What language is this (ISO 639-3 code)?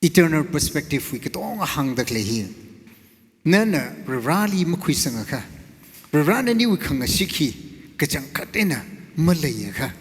nmf